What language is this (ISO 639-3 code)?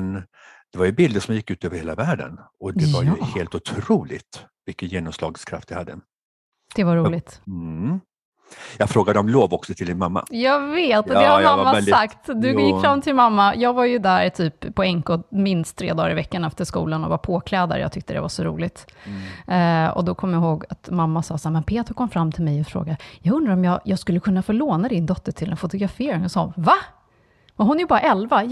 swe